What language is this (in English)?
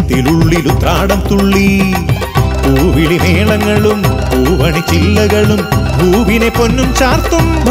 Malayalam